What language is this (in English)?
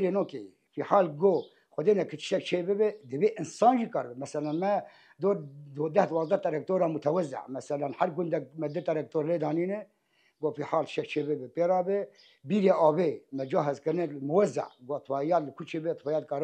Kurdish